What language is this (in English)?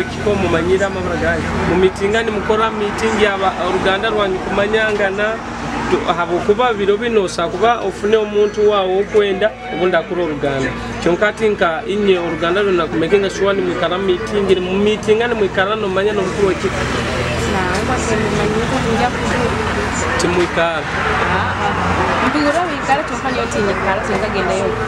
Nyoro